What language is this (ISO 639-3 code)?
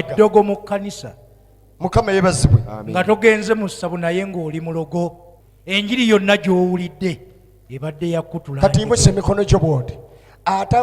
lug